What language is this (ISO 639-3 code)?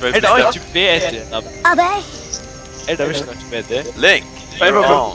fao